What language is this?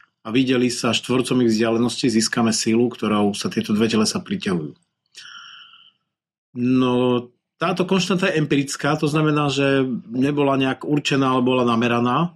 Slovak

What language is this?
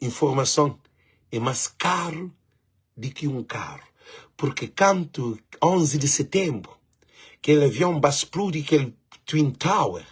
Kabuverdianu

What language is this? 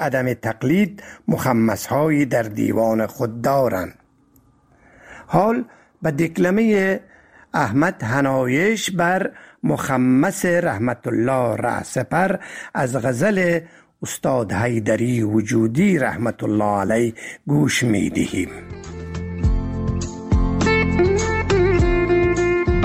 Persian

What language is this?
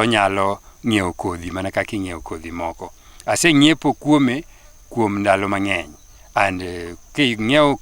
Luo (Kenya and Tanzania)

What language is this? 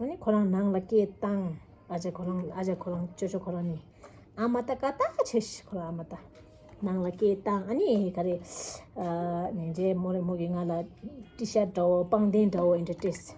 Tibetan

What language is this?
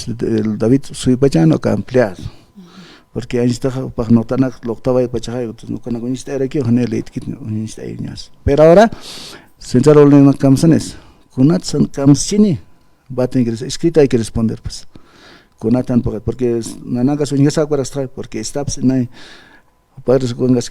Aymara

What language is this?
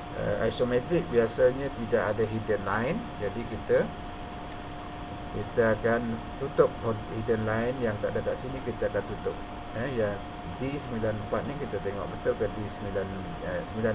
Malay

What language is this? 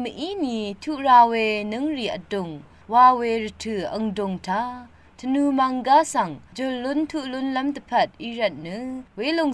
Rawang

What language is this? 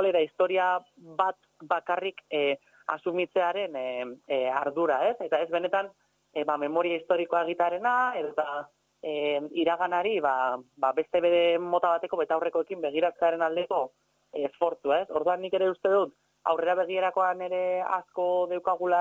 Basque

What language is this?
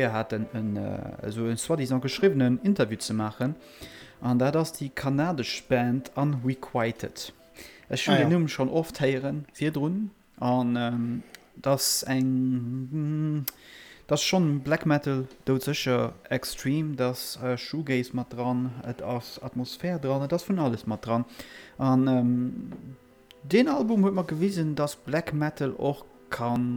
Luxembourgish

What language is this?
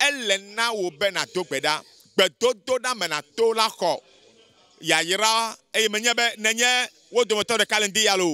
Ewe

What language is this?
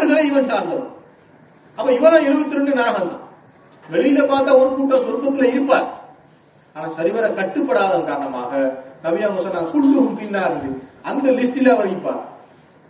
Tamil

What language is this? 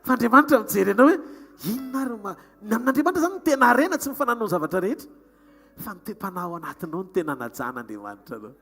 Malagasy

